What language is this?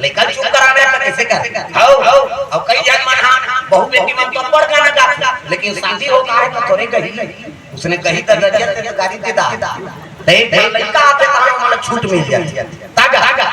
Chhattisgarhi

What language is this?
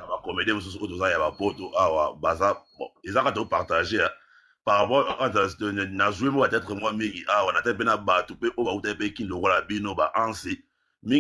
Lingala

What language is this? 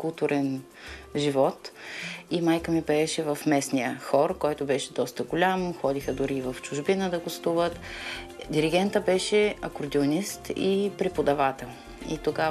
Bulgarian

